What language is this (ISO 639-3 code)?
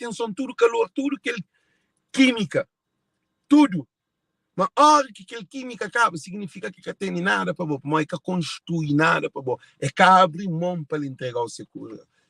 kea